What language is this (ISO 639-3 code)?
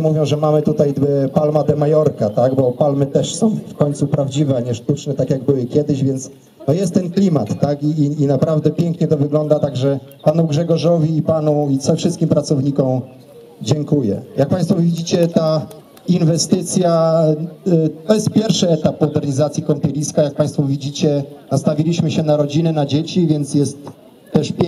pol